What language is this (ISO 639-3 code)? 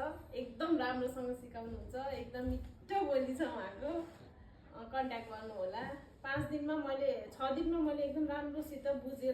nep